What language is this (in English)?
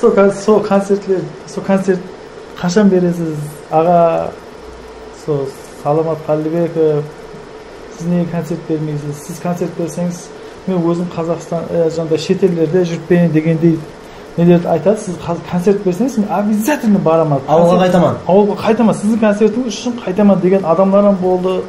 Kara-Kalpak